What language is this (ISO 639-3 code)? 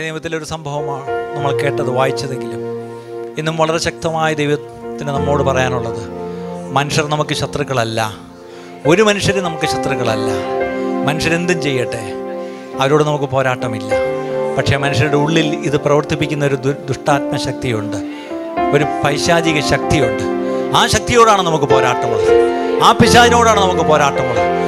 mal